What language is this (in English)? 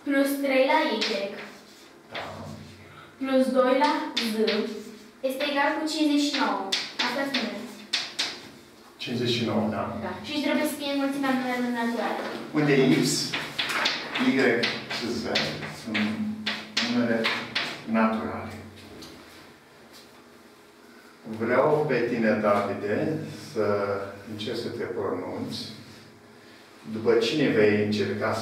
Romanian